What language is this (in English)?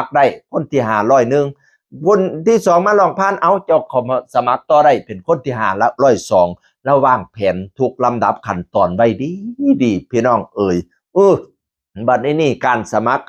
Northeastern Thai